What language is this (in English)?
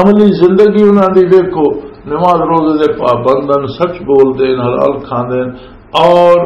Western Panjabi